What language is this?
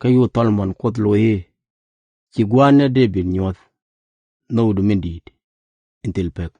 Nuer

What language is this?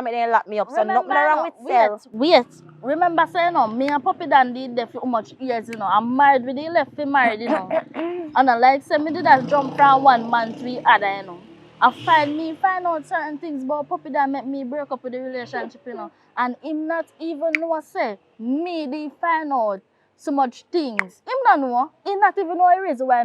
Jamaican Creole English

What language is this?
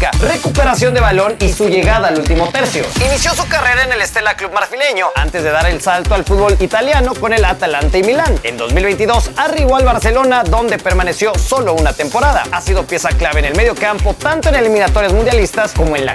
Spanish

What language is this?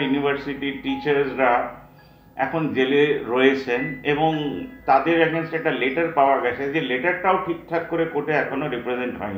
Bangla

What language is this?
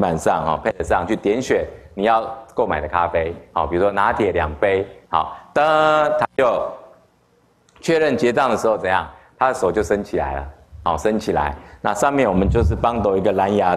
Chinese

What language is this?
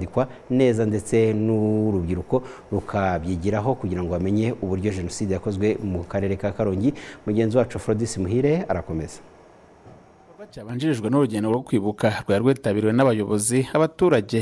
Kinyarwanda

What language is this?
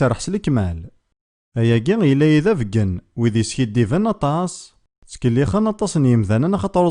Kabyle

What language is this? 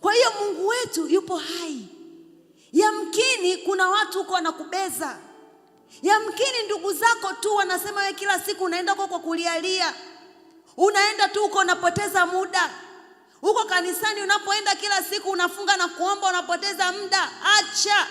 Swahili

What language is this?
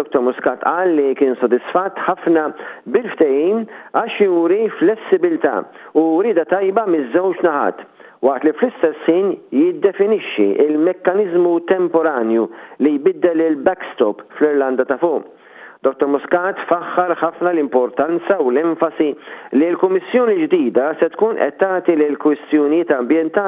Maltese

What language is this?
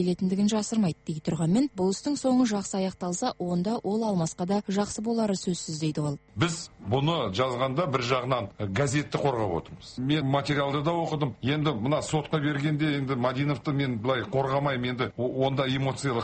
Kazakh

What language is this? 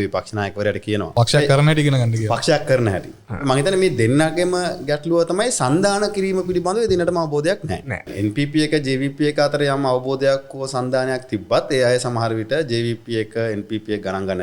Sinhala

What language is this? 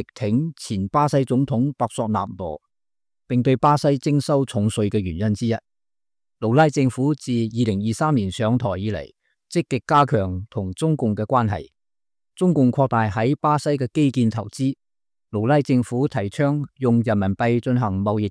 Cantonese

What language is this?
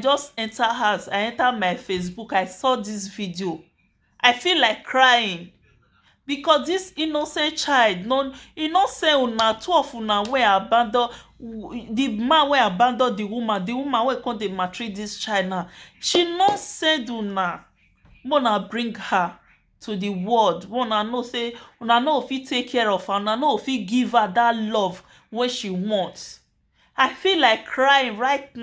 Nigerian Pidgin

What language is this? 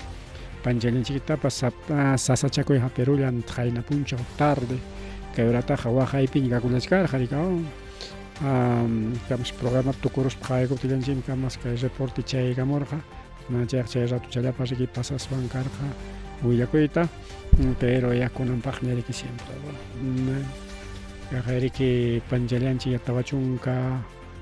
Ayacucho Quechua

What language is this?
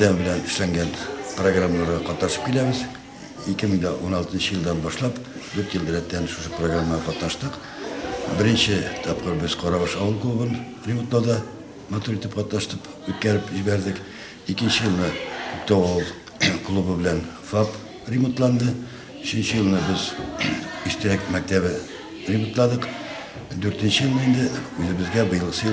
Tatar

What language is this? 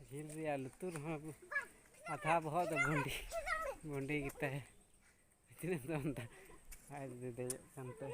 Santali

